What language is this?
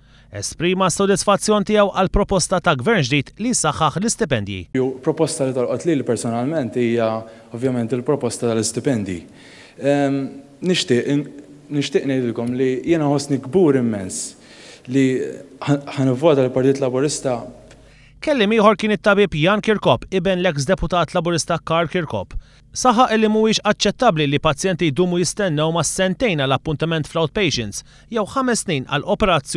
Maltese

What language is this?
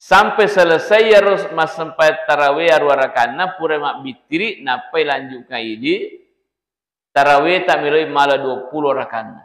Buginese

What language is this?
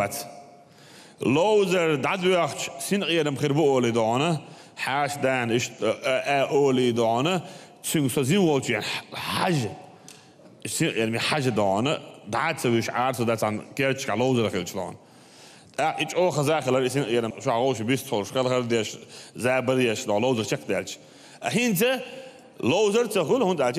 Chechen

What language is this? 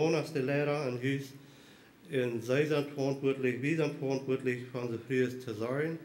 Plautdietsch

